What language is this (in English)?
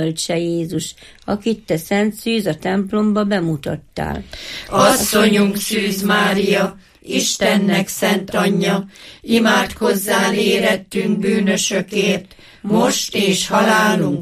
Hungarian